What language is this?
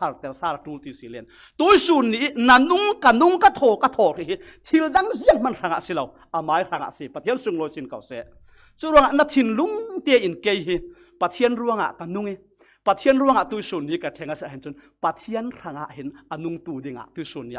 Falam Chin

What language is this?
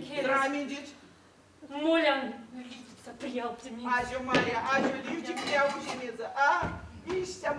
Erzya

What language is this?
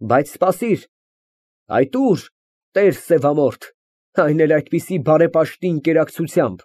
Armenian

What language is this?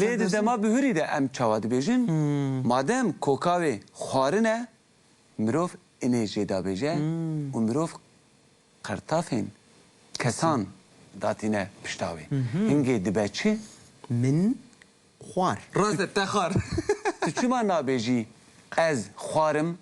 Kurdish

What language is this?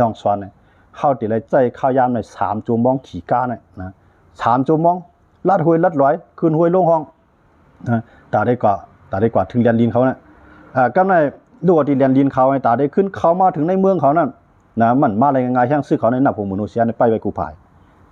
Shan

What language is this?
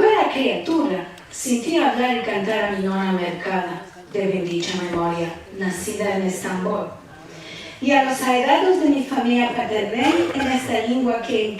Ladino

